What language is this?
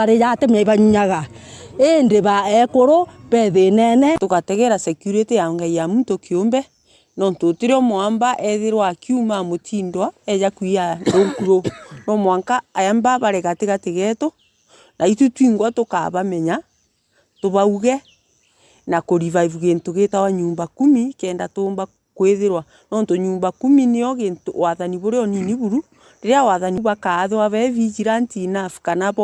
Meru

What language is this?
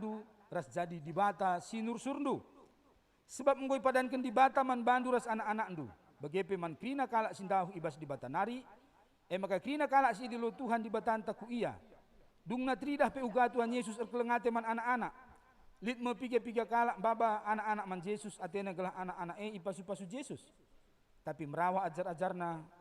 Batak Karo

